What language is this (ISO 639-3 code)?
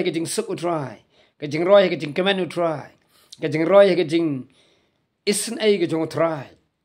kha